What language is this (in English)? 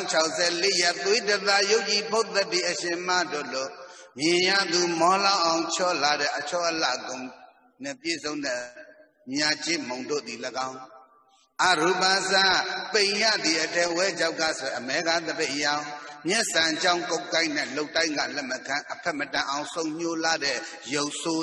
Burmese